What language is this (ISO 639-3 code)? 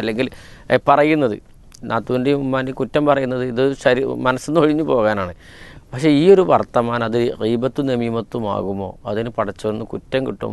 mal